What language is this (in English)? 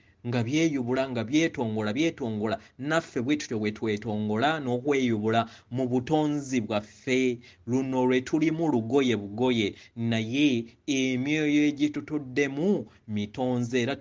Ganda